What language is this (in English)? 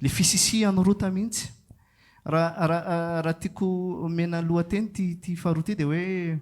Malagasy